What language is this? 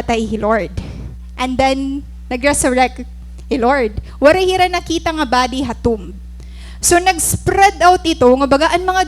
Waray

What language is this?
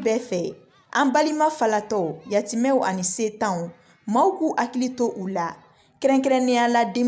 Bambara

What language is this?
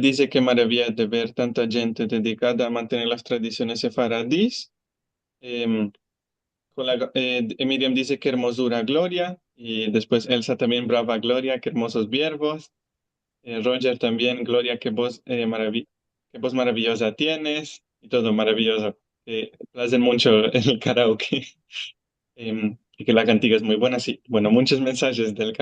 Ladino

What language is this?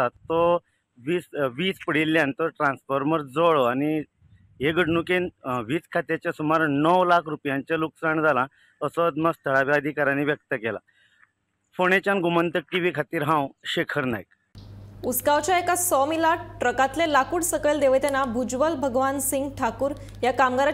Konkani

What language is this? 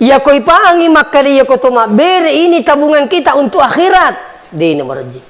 Buginese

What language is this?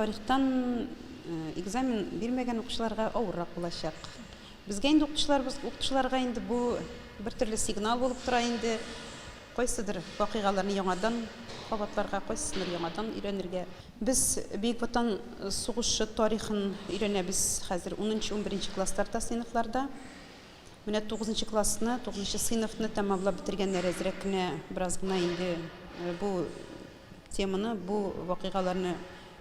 Tatar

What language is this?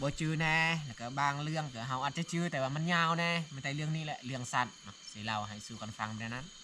Lao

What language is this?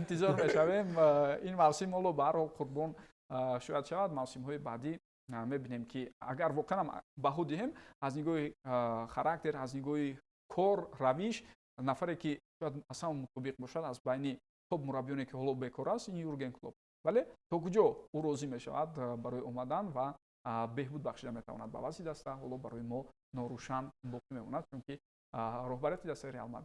Tajik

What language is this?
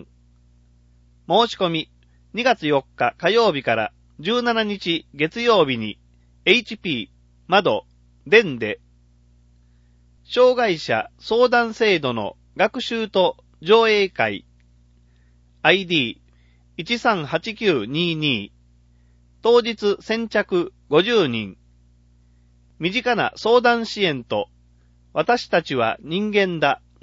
Japanese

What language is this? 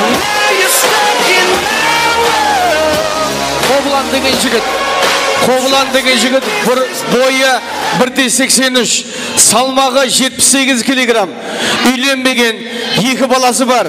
Kara-Kalpak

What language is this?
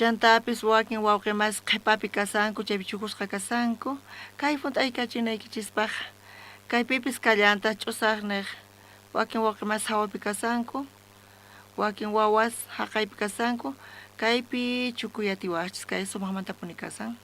South Bolivian Quechua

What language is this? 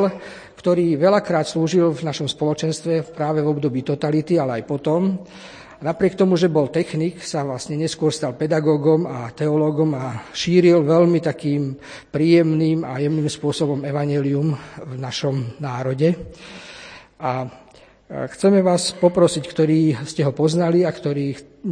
Slovak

